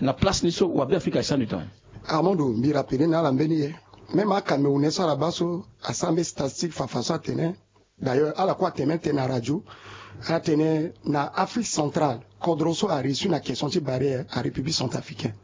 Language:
Sango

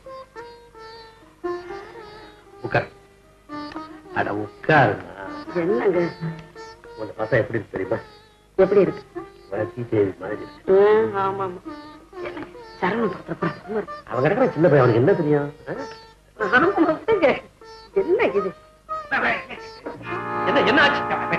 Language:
Tamil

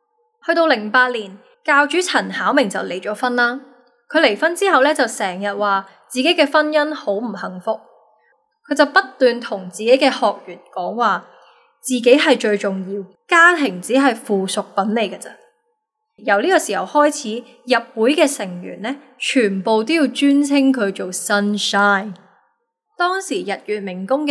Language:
Cantonese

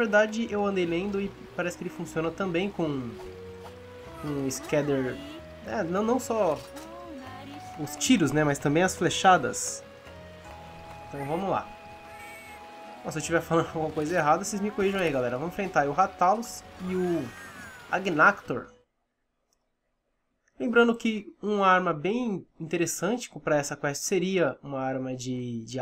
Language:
Portuguese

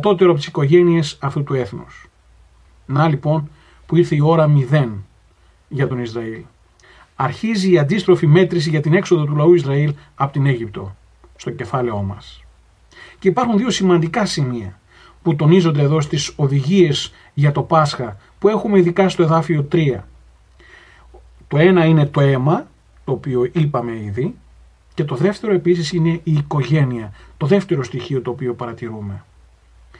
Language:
Greek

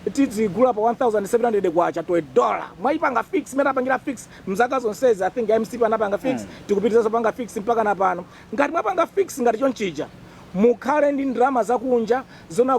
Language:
Nyanja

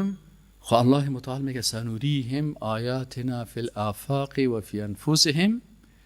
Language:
Persian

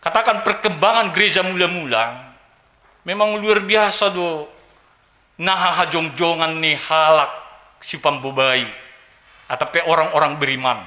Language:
Batak Simalungun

